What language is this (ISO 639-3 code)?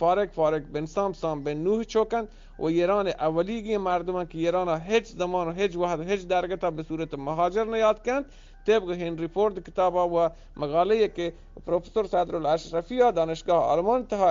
bgp